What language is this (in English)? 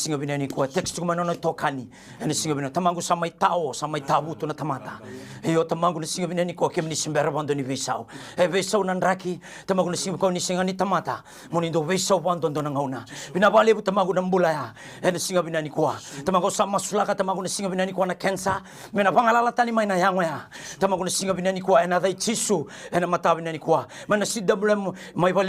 Fijian